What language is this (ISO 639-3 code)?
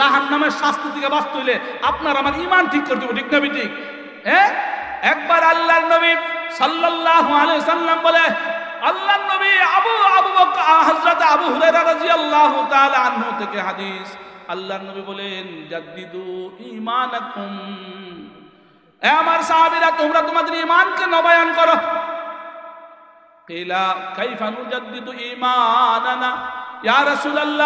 ben